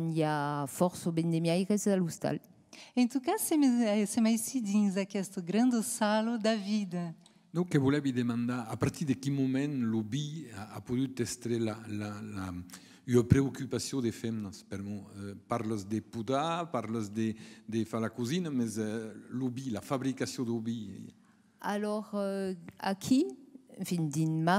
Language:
Occitan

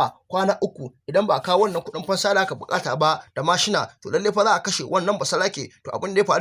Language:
Hausa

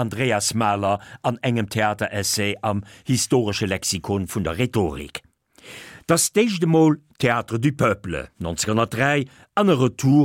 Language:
Luxembourgish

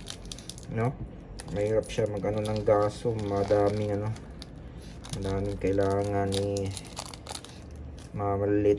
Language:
Filipino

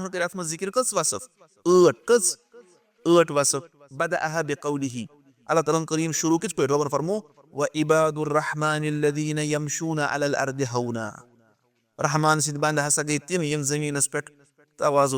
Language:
Kashmiri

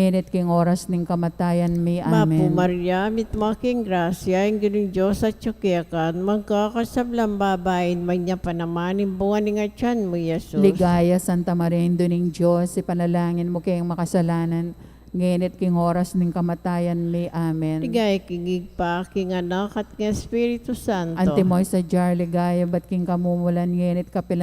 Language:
Pampanga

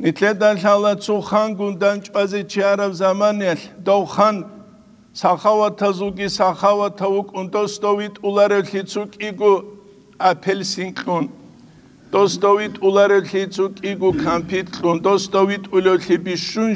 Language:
Avaric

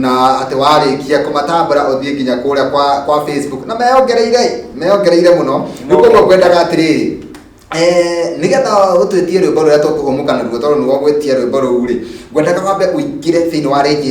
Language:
Kikuyu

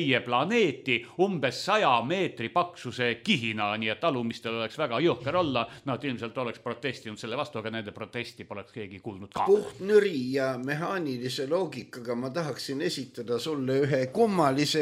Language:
Estonian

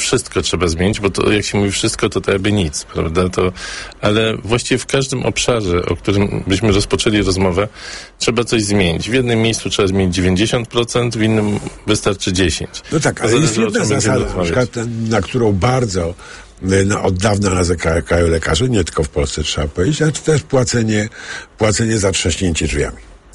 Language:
Polish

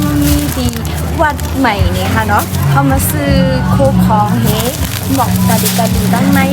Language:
Shan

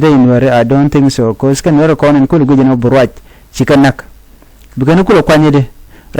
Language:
Nuer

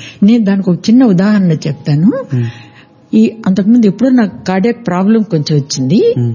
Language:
Telugu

